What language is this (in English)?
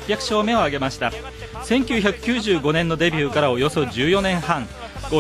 Japanese